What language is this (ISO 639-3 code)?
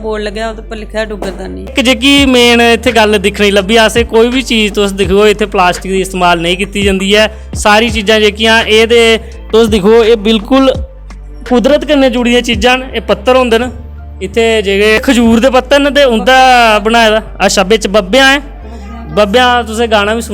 doi